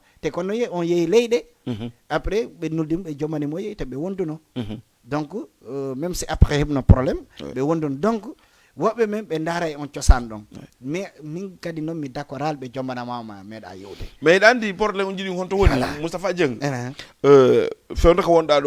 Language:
Fula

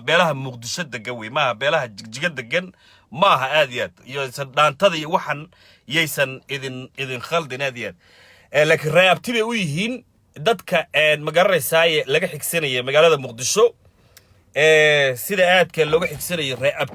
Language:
Somali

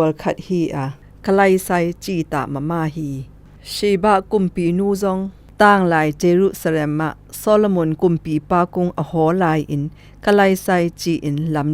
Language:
Zou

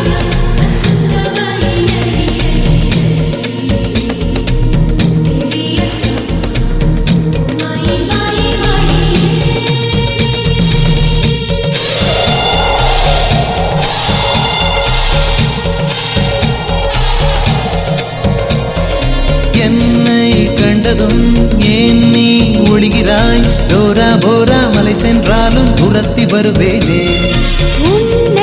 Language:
Tamil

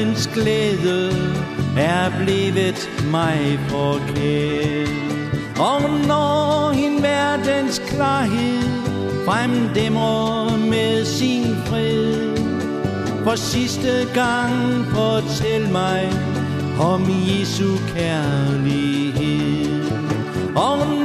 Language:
Danish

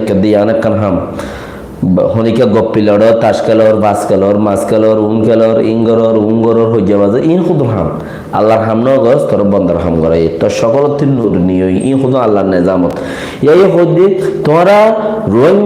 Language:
Rohingya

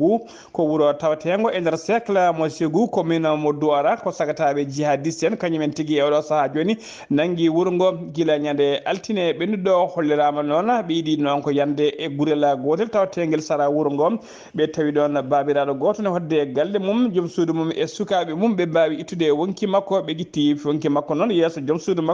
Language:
Fula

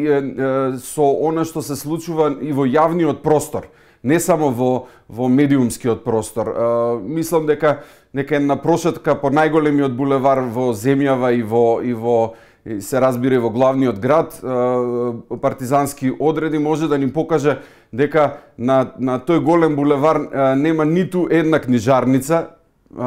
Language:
Macedonian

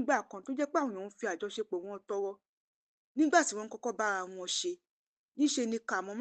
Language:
Yoruba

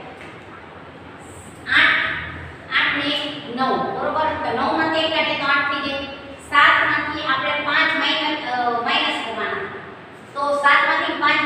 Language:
Gujarati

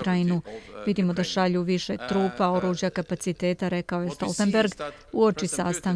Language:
Serbian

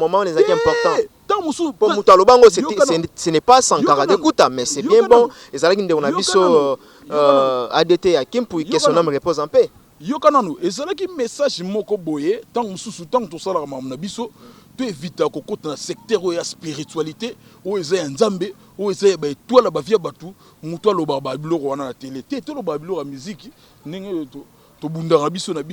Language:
Lingala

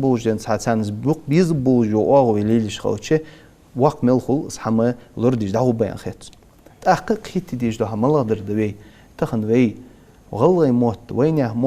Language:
Ingush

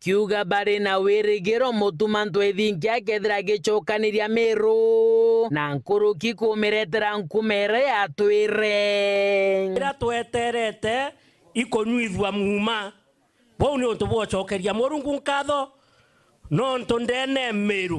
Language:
Meru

